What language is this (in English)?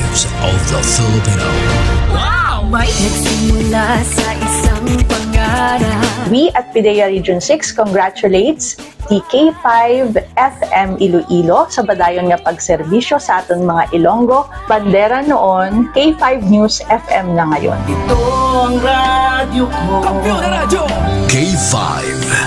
Hiligaynon